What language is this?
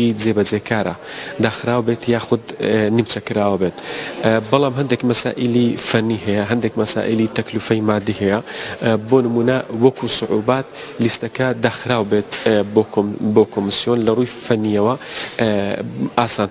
Central Kurdish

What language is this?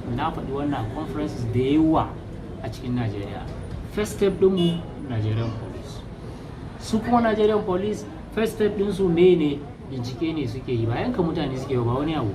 Hausa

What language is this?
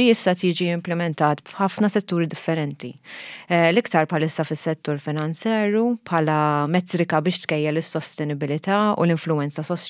Maltese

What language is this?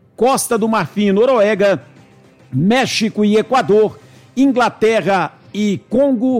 Portuguese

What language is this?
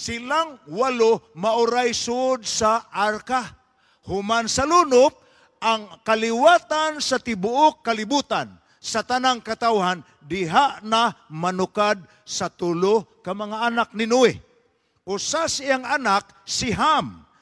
Cebuano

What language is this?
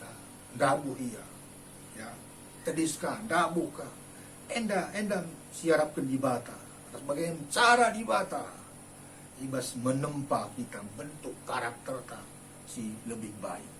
Batak Karo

